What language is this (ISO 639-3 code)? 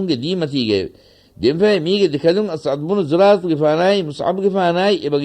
div